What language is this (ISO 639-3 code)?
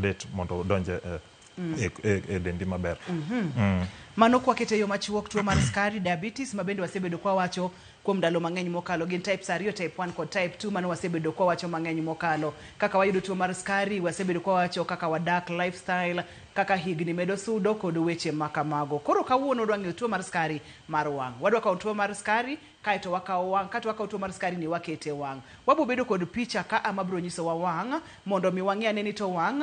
luo